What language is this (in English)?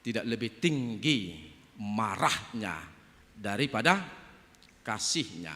Batak Toba